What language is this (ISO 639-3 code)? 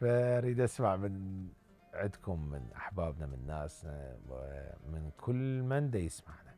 acm